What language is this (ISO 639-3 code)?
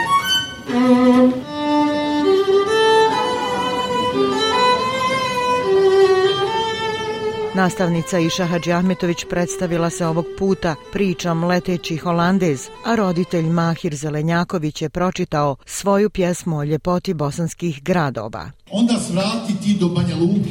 bos